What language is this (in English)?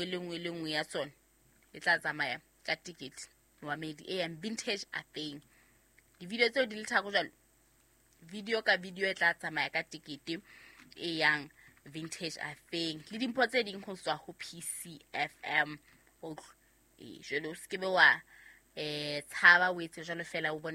Southern Sotho